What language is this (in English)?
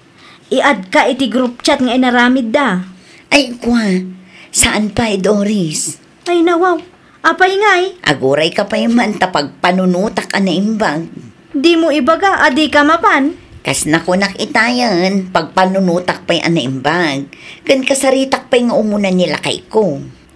Iloko